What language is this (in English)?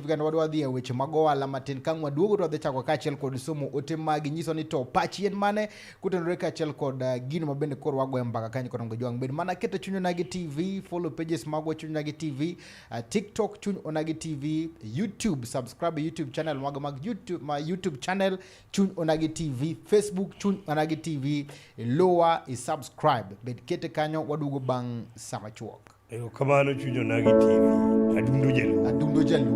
Luo (Kenya and Tanzania)